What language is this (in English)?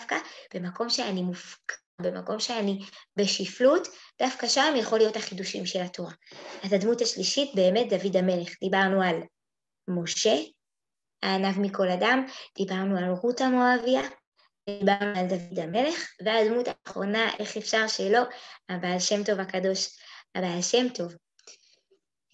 Hebrew